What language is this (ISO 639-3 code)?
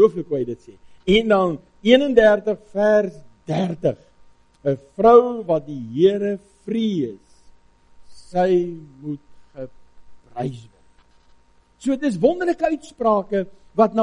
afr